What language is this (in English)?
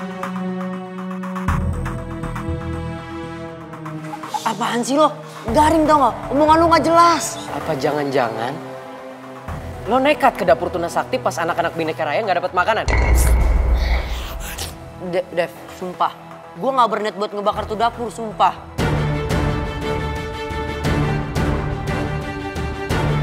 Indonesian